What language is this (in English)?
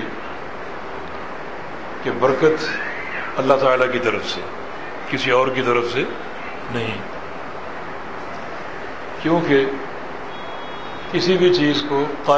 Urdu